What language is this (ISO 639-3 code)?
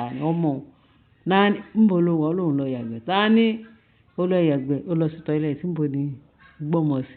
yor